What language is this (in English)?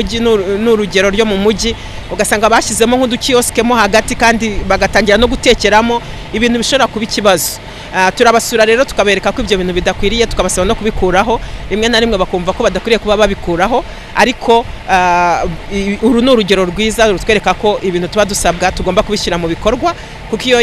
Kinyarwanda